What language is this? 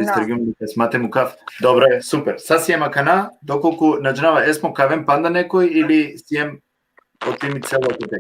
Balkan Romani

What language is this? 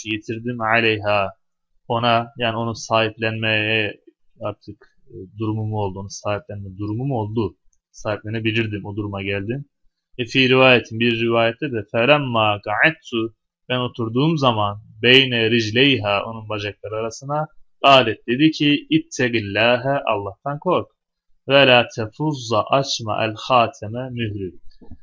Turkish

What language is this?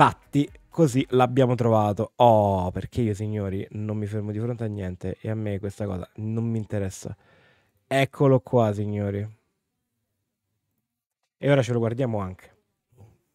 Italian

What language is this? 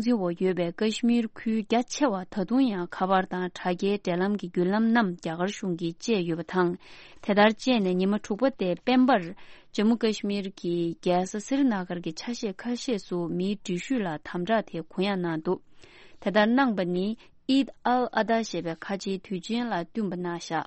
Tibetan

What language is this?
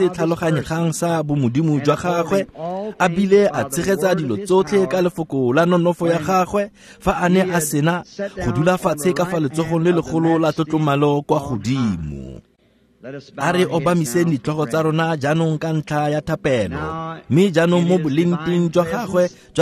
Tswana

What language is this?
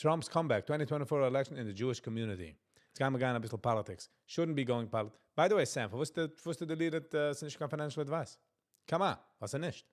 Yiddish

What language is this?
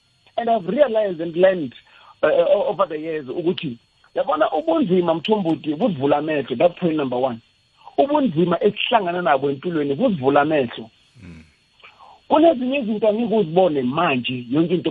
South Ndebele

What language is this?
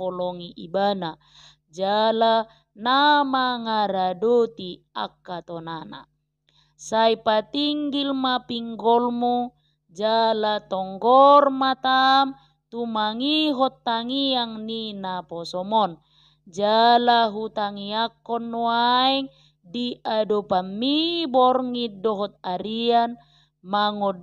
Batak Toba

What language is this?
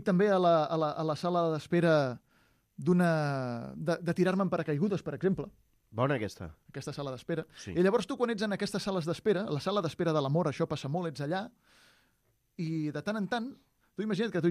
Catalan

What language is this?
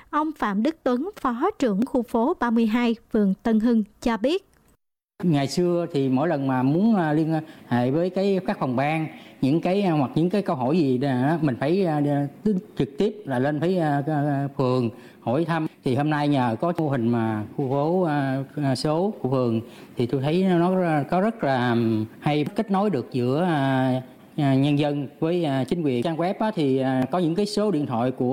Vietnamese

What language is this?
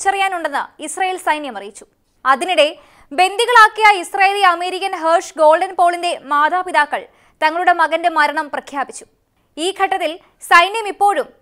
Malayalam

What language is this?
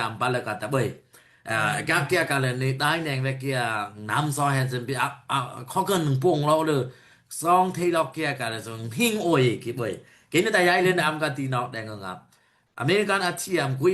Daai Chin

